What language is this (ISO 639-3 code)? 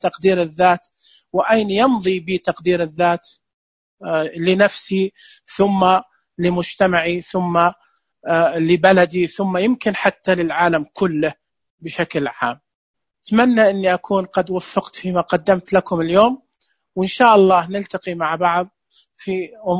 ars